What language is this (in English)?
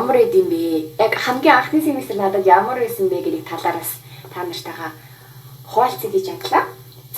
Mongolian